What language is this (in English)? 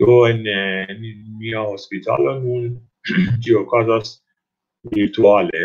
Esperanto